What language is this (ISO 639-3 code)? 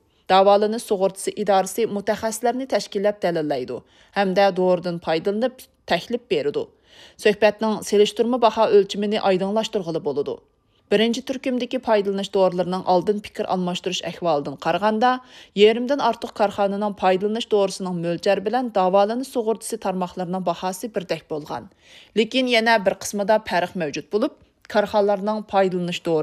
uig